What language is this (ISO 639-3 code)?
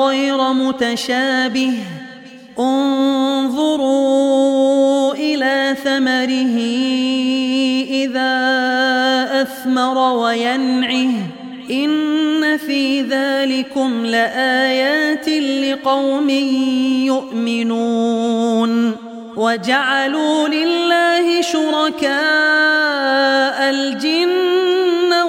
ara